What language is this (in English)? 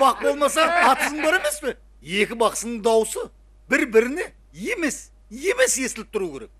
Kara-Kalpak